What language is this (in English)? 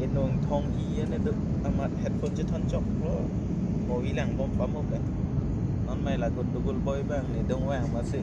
Karbi